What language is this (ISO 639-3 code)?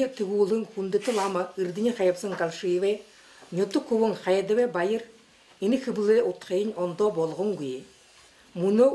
bua